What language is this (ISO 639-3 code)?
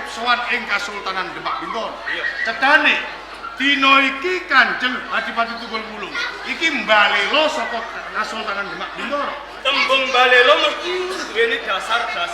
jav